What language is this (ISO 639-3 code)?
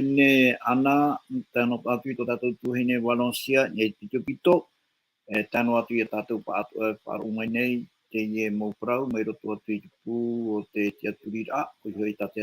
tah